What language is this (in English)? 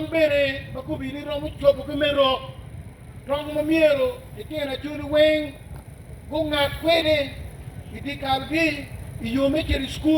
Acoli